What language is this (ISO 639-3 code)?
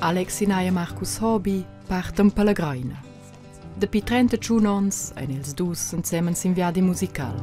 roh